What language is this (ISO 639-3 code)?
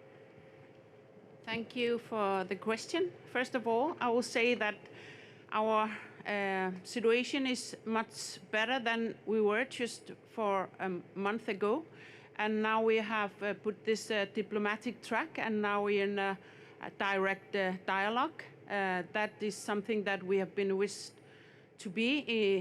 kal